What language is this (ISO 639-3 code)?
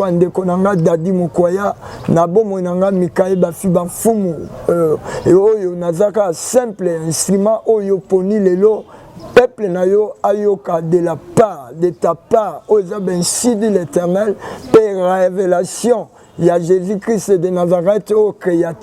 lin